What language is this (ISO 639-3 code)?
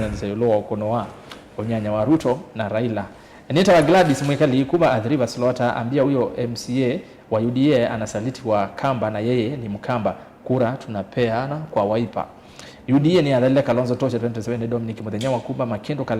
kam